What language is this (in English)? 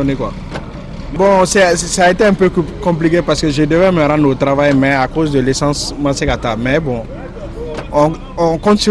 Bambara